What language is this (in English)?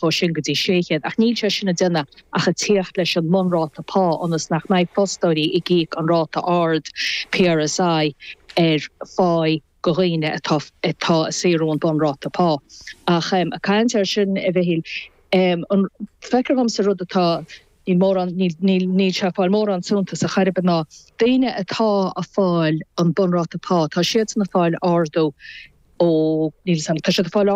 Irish